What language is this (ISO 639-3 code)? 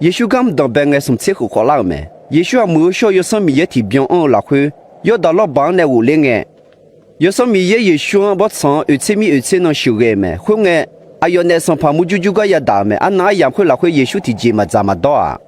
ahk